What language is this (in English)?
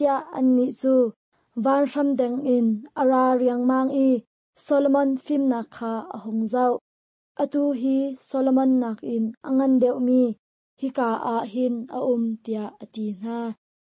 Hakha Chin